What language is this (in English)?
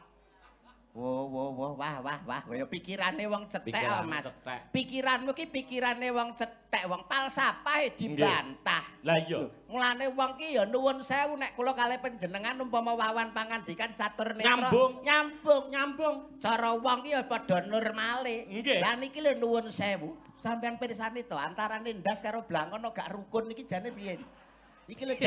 Javanese